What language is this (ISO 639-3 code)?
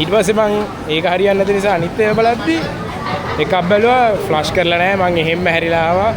sin